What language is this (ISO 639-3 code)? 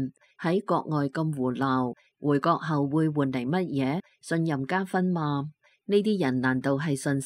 yue